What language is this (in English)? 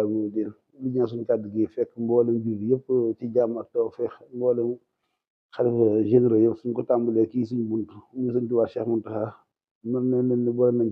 Wolof